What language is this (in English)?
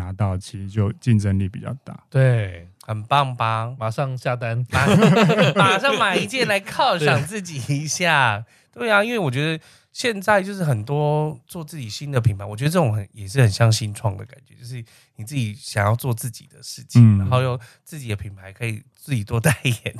Chinese